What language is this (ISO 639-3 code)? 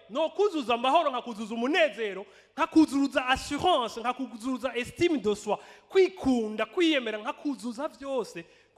run